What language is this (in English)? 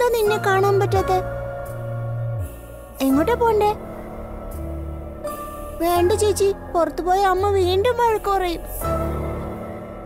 Malayalam